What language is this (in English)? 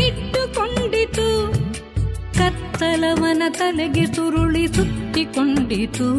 Kannada